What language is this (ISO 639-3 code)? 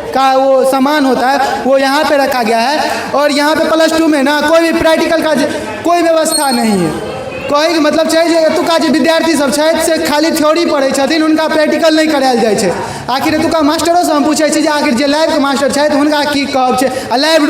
mai